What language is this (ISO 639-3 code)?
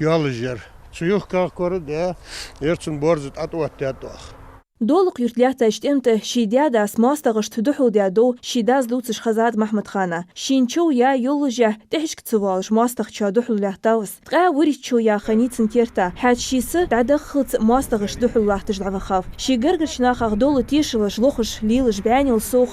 inh